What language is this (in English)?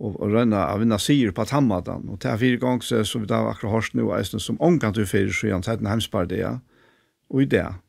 Faroese